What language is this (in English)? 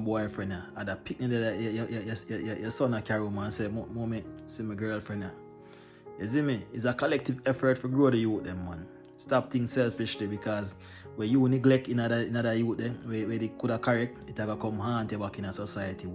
Jamaican Creole English